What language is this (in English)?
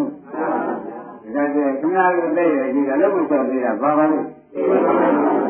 Burmese